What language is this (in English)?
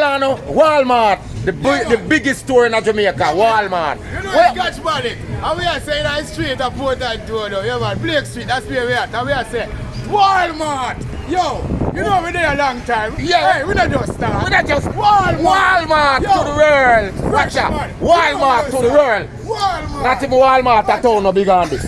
Jamaican Creole English